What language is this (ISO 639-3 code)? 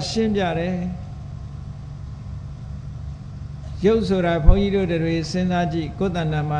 mya